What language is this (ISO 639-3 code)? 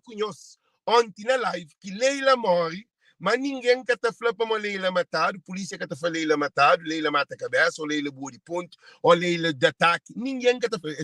kea